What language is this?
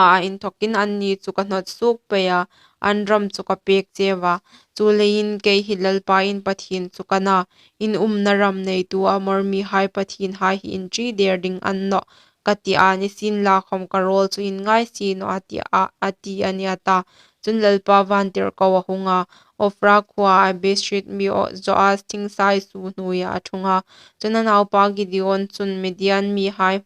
Hmar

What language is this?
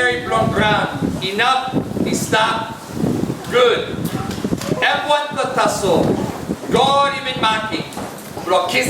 Tok Pisin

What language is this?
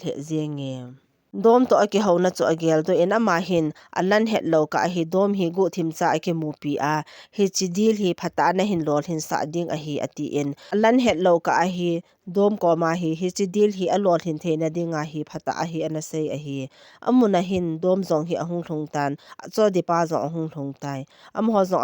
Thado Chin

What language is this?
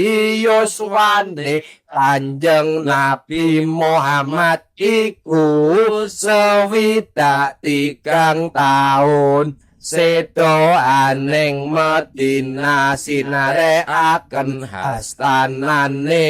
Javanese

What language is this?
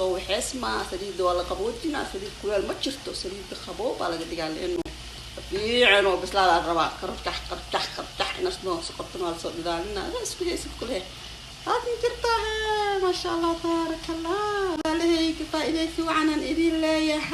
Somali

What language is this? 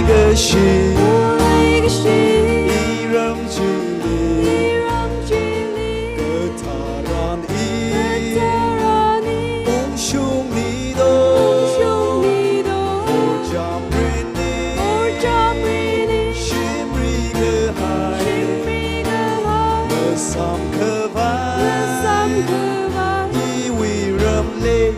Tangkhul Naga (India)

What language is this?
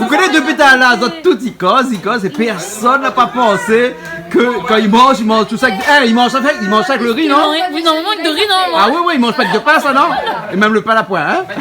Réunion Creole French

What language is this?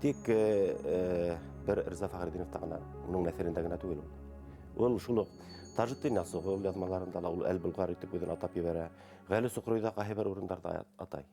Bashkir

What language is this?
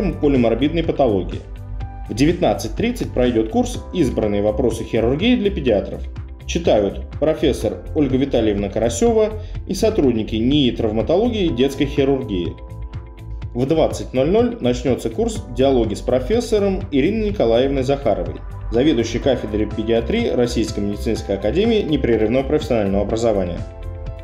Russian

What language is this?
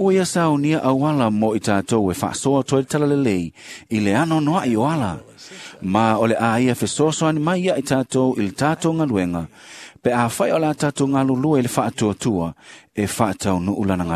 Samoan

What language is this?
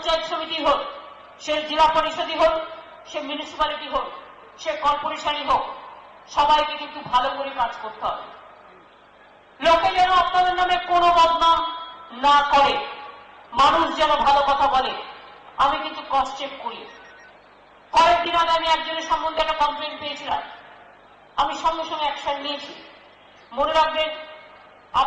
Bangla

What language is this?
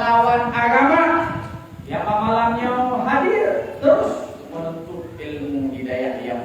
Achinese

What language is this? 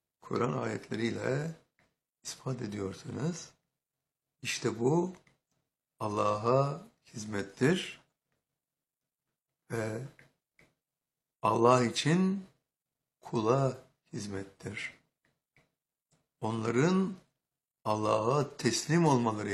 Turkish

